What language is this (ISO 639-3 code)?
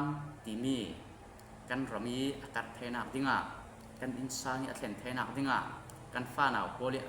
cfm